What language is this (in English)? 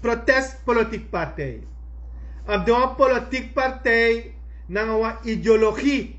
Sranan Tongo